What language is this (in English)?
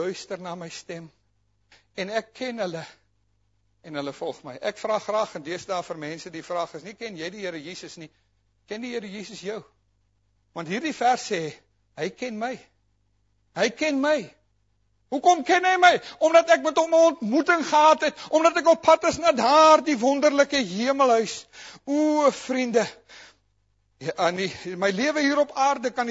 Afrikaans